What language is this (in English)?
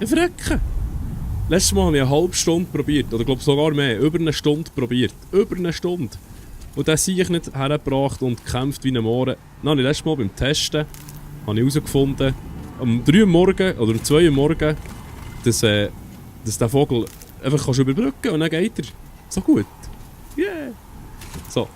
Swiss German